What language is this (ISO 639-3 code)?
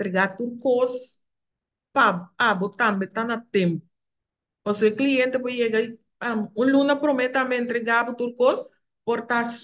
pap